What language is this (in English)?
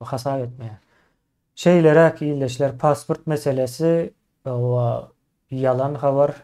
Turkmen